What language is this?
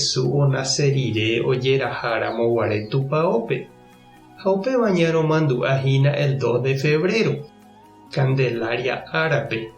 Guarani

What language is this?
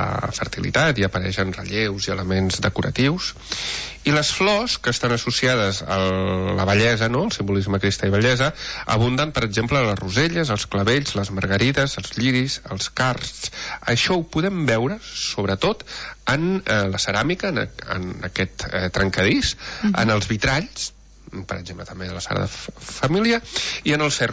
Catalan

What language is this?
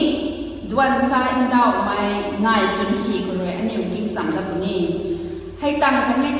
Rongmei Naga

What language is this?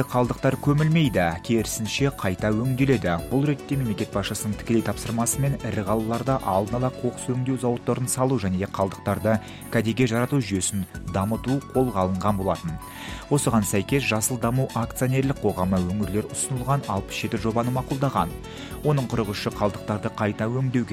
Kazakh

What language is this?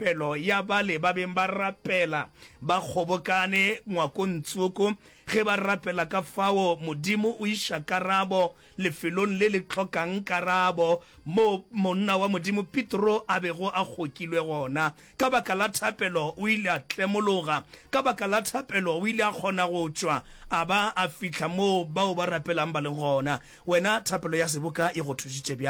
Northern Sotho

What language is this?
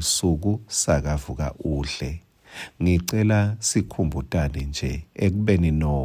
Swati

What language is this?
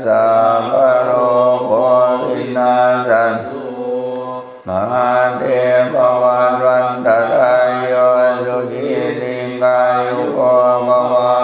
Pali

